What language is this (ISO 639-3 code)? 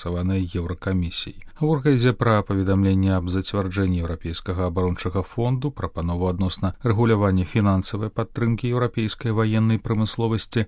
bel